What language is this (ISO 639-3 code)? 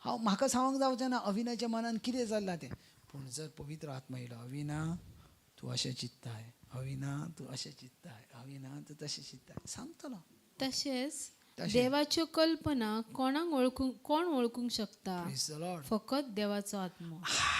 kok